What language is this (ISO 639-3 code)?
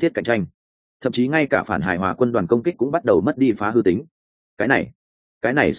vie